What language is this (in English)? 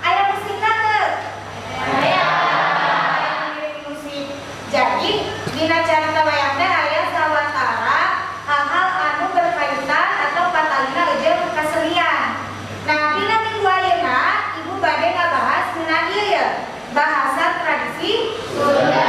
Sundanese